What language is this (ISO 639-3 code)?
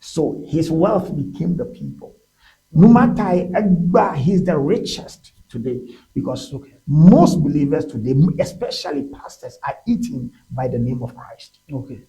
ewe